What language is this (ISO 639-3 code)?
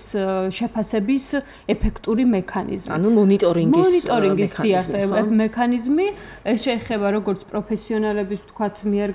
kat